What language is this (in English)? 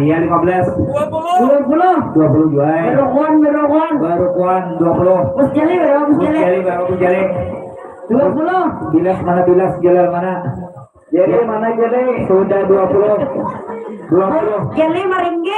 Banjar